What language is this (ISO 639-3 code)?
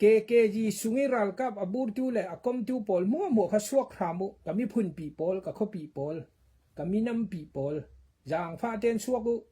cfm